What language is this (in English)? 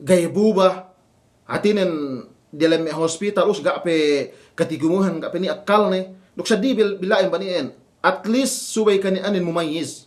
Yakan